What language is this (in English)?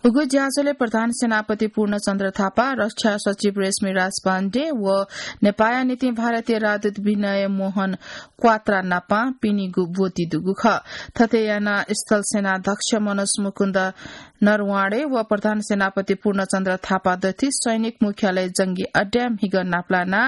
Newari